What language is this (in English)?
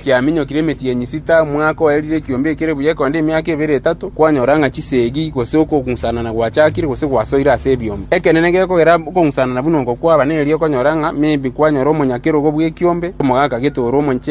Gusii